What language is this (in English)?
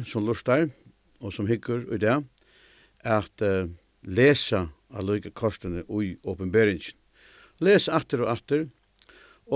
Faroese